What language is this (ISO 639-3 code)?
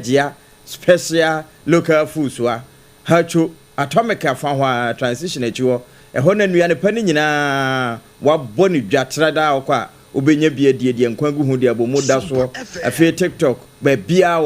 aka